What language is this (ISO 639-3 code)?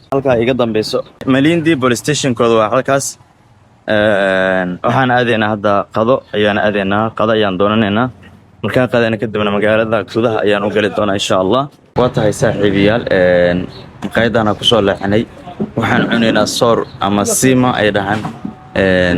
som